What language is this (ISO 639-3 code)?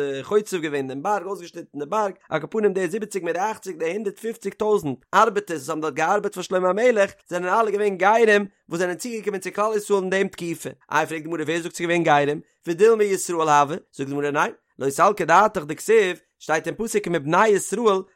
yid